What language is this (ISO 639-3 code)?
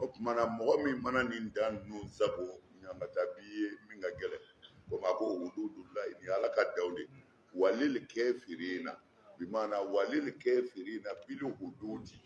bam